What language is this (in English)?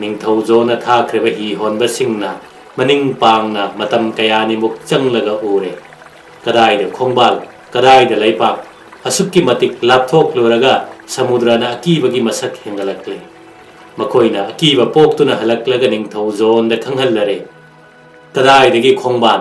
Manipuri